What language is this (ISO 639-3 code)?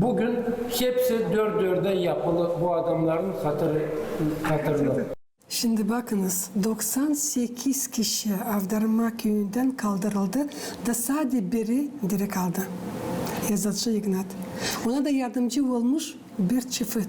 gag